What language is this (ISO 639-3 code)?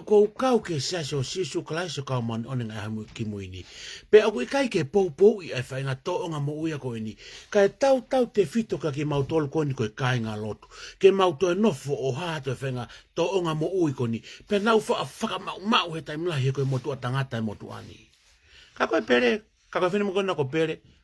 ton